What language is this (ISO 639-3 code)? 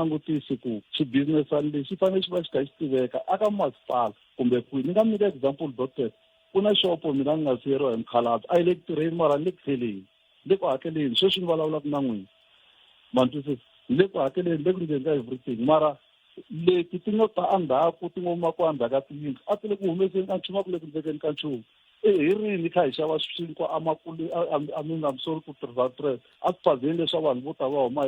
tso